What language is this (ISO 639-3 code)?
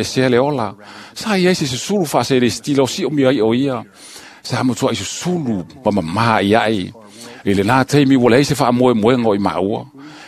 smo